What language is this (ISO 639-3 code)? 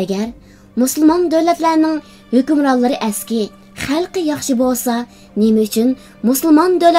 uig